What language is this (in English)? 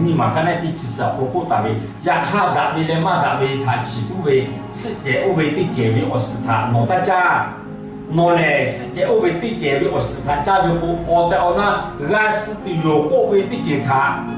Lahu